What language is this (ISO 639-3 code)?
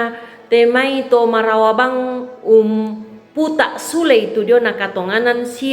sda